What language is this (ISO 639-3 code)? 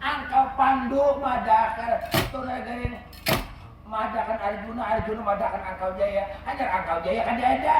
bjn